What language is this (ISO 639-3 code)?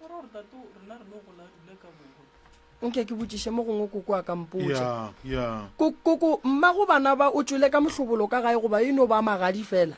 nso